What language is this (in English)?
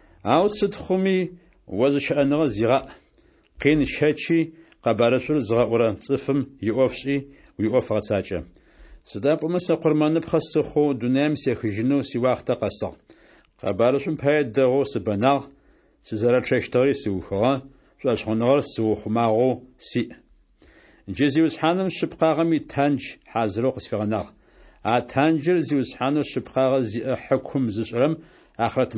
Adyghe